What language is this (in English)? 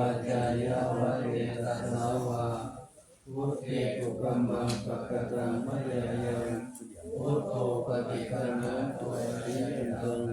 Pali